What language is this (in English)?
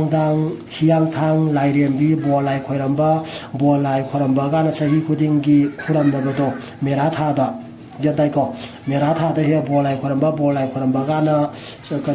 Manipuri